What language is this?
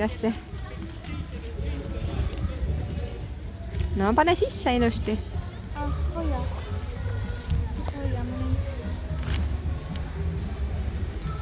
Estonian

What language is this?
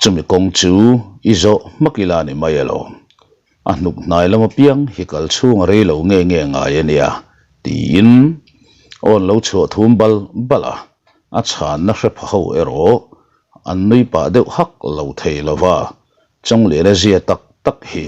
Mizo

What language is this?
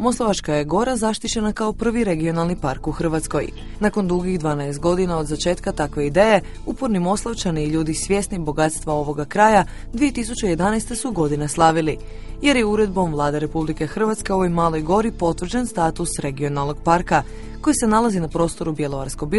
Croatian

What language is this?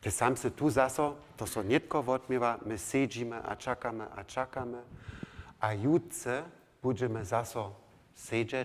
Upper Sorbian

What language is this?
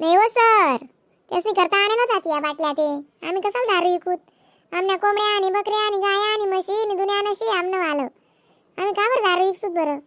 Khandesi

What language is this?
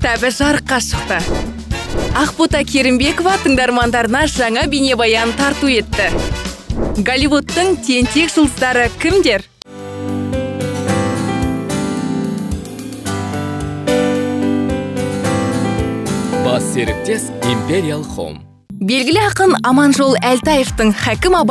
Kazakh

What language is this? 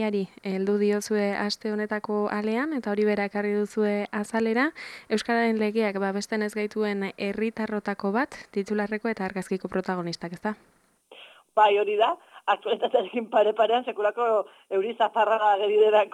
Basque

